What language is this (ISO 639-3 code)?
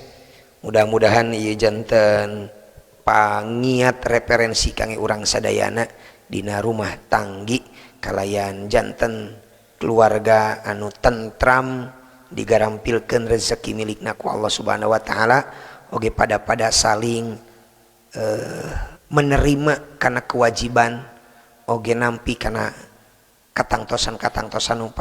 sun